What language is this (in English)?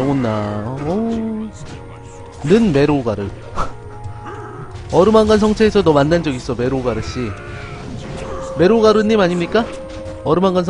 Korean